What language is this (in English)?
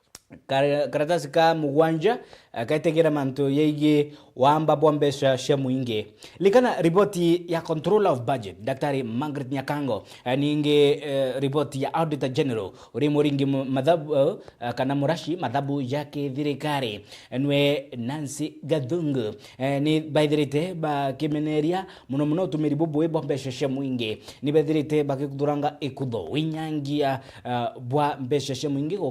Meru